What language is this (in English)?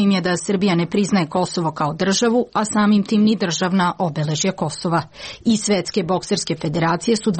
Serbian